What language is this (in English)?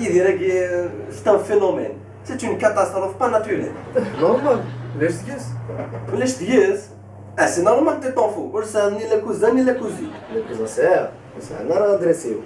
Kabyle